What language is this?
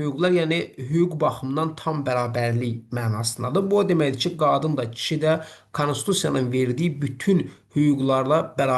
Azerbaijani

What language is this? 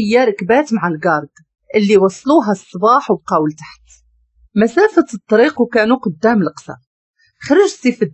Moroccan Arabic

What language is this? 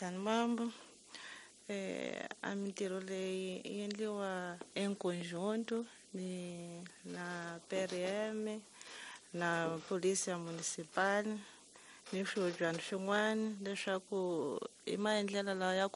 Tsonga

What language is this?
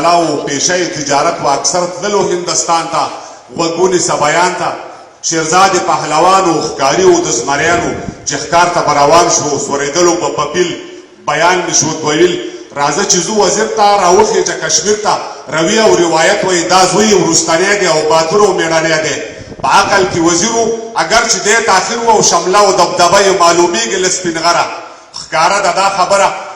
Pashto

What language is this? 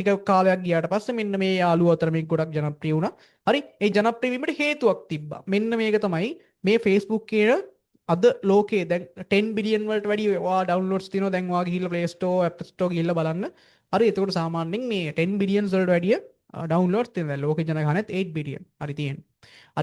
Sinhala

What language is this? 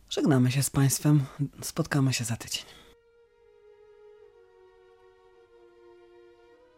Polish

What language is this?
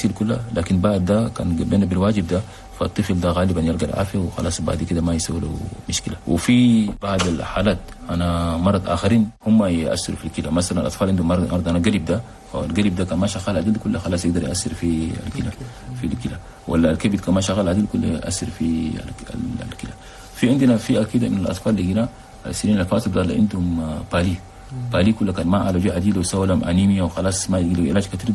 Chadian Arabic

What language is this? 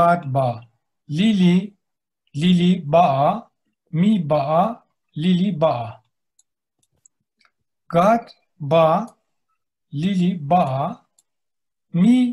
Turkish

